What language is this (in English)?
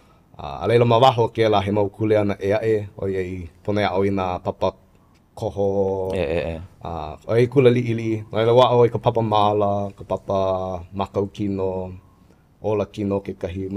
Hawaiian